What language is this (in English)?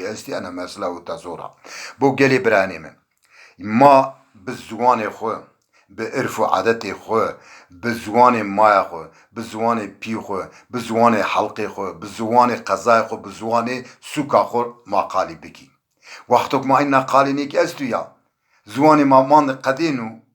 Zaza